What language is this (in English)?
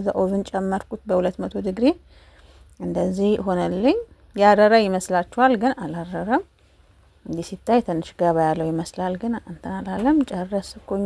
Amharic